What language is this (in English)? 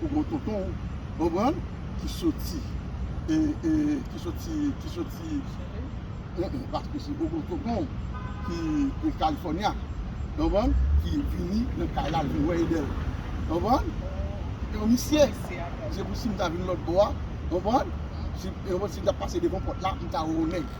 Haitian Creole